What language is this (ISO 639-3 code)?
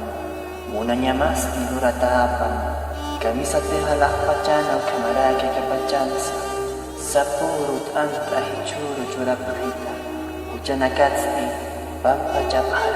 aym